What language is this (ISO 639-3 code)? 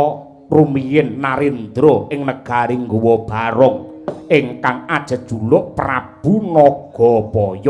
jav